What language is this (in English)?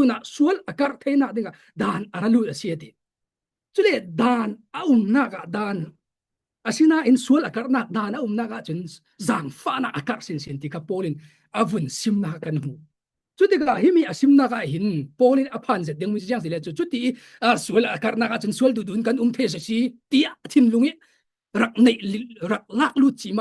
Falam Chin